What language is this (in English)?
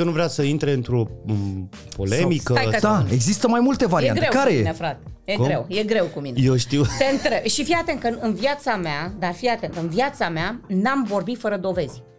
Romanian